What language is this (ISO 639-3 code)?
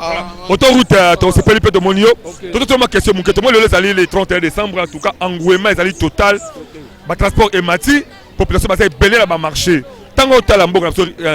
lin